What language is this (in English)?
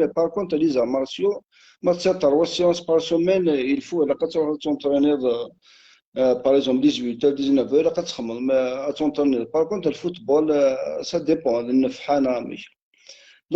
Kabyle